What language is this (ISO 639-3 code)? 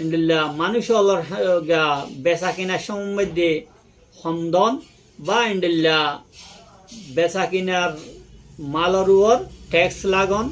rhg